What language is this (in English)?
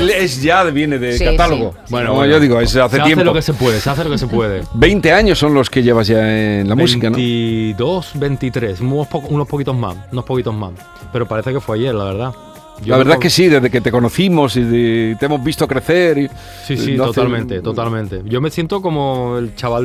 Spanish